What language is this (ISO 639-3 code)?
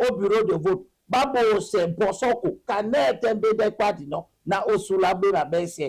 dua